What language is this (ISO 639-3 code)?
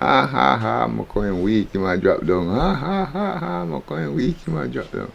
jam